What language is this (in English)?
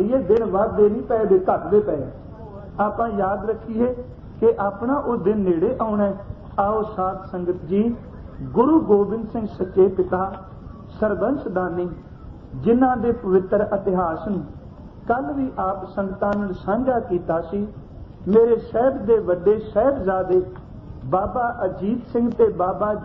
Punjabi